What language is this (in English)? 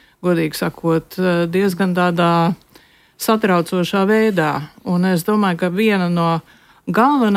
Latvian